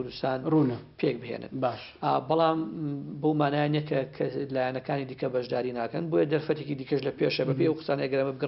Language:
Central Kurdish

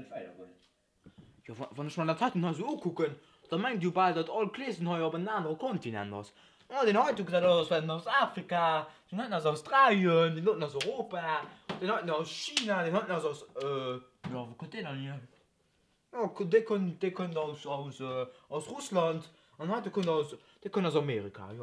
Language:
Luxembourgish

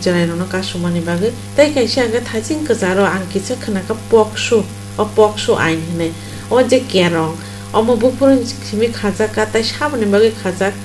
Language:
Kok Borok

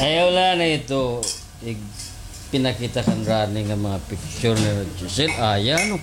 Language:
Waray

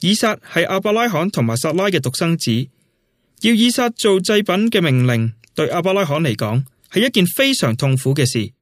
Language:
Cantonese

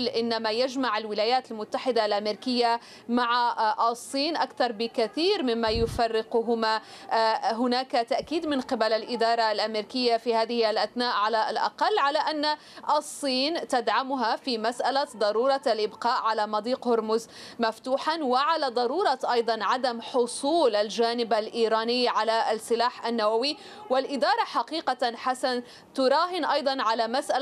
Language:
Arabic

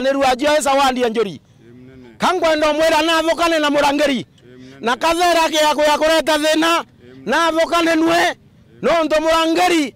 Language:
Meru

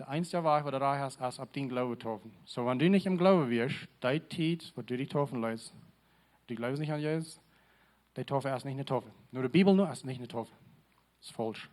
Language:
Plautdietsch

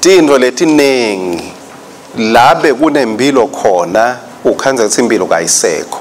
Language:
Swati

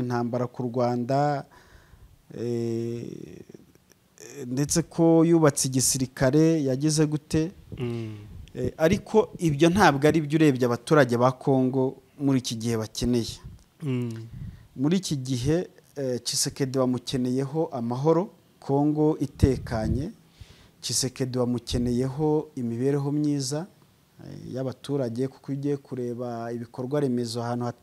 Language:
Kinyarwanda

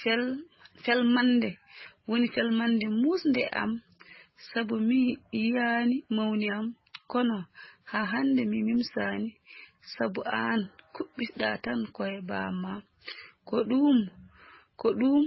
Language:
Fula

